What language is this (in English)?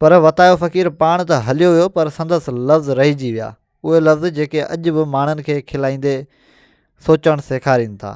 Sindhi